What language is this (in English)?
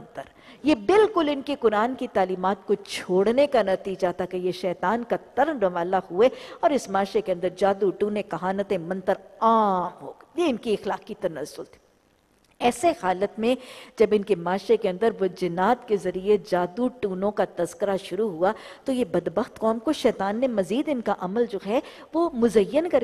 Urdu